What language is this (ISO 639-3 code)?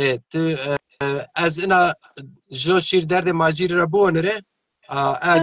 zza